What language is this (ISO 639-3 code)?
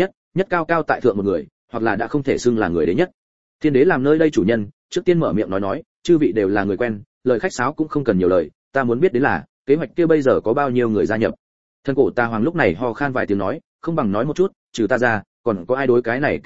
vie